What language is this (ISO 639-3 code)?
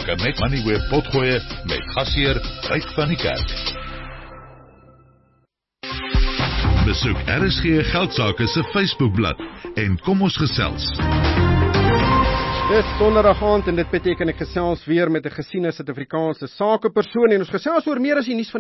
afr